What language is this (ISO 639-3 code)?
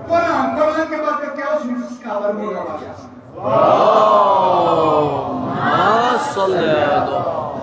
kas